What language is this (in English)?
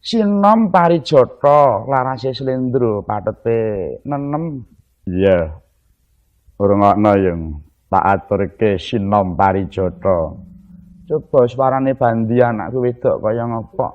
Javanese